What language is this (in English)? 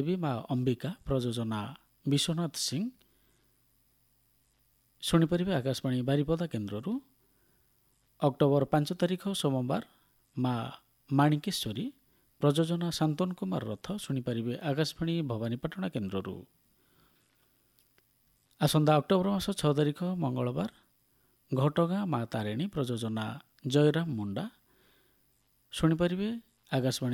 Odia